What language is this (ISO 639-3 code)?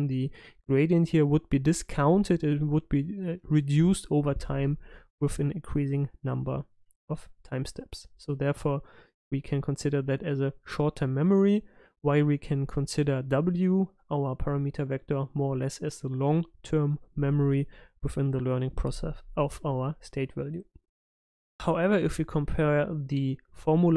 eng